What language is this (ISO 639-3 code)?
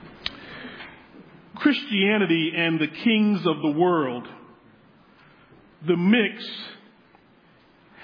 eng